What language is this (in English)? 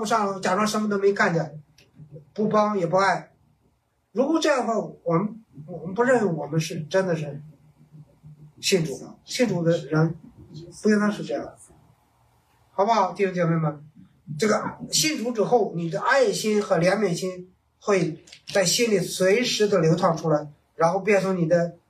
Chinese